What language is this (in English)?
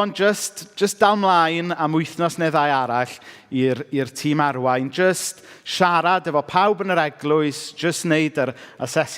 Welsh